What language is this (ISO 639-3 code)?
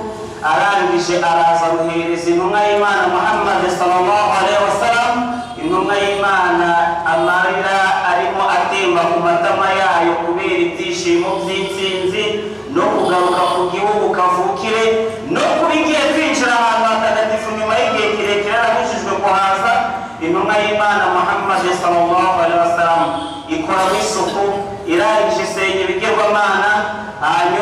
kin